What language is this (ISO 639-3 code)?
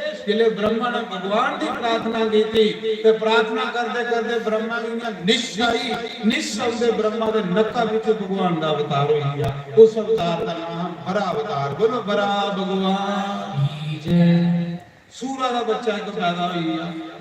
doi